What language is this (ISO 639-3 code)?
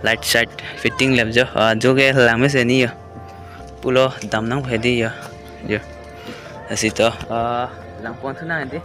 mjw